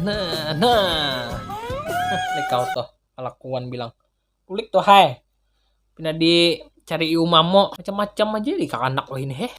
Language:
Banjar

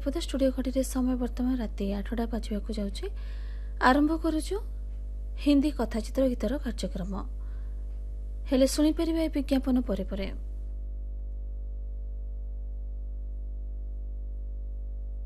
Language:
Odia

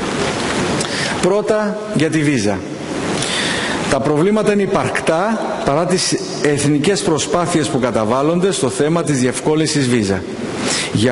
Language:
Greek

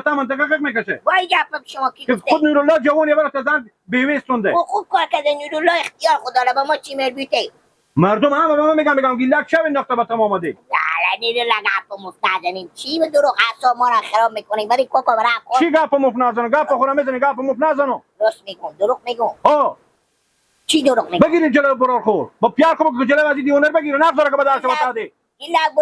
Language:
Persian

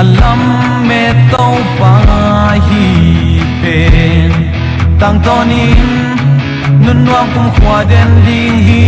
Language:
Paite Chin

